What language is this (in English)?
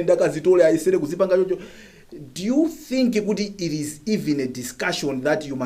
Nyanja